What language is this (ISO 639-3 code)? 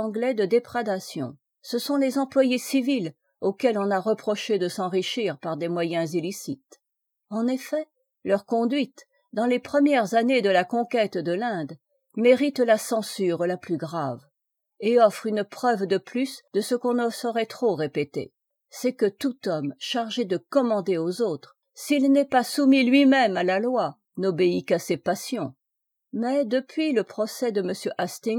fra